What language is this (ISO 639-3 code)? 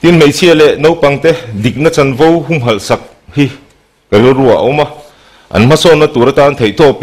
lus